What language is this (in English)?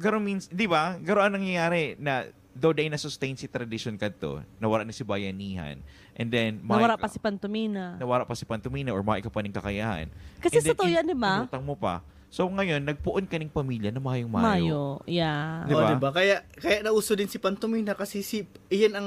Bikol